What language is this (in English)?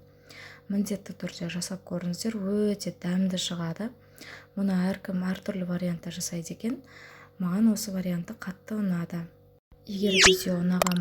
Kazakh